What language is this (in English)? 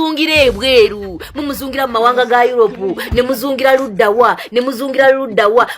Ganda